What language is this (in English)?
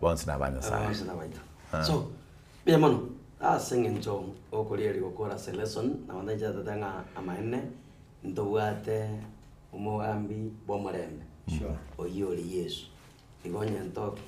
Gusii